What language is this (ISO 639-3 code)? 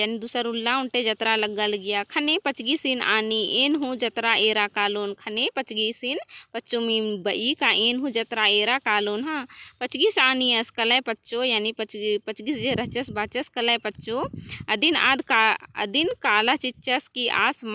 kru